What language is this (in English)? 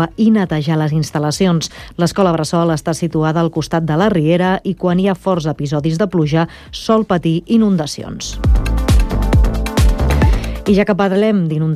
Catalan